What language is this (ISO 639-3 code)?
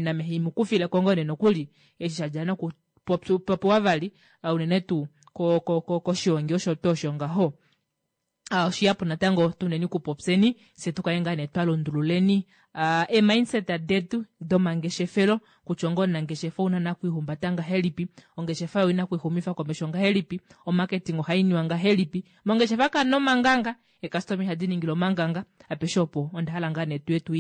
kua